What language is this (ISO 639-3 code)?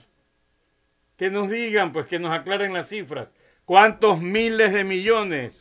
spa